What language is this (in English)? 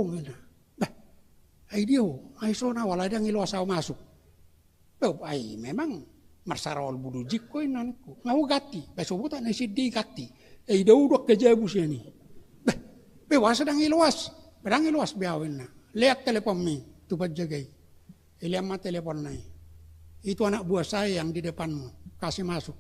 Batak Toba